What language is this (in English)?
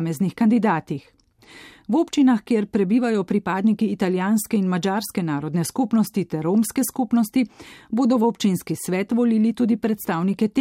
Slovenian